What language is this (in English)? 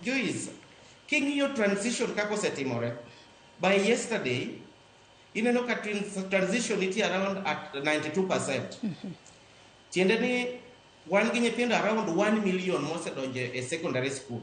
Luo (Kenya and Tanzania)